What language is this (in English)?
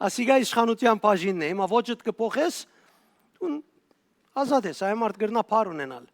Western Armenian